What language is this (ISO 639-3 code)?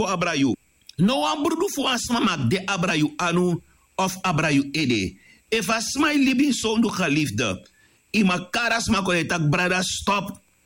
srn